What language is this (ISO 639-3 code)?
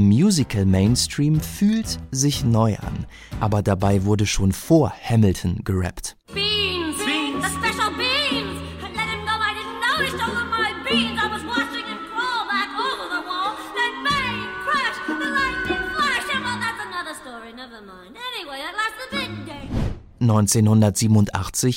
deu